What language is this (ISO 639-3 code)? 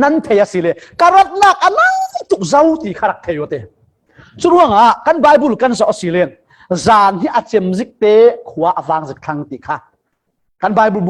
cfm